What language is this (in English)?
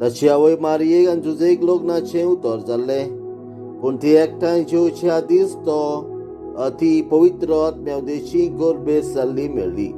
Konkani